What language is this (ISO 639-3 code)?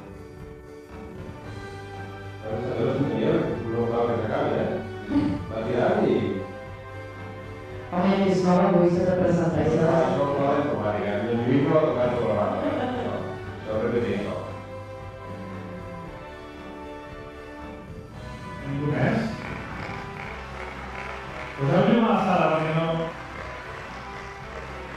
cat